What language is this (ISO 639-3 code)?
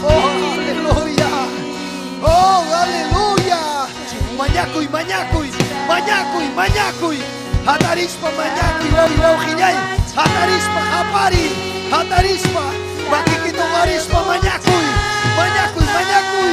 quy